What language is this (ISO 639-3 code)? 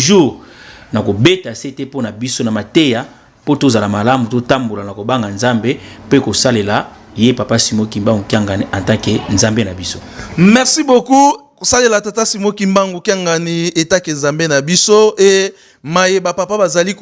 lin